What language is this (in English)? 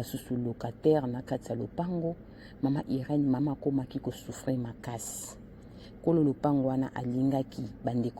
Lingala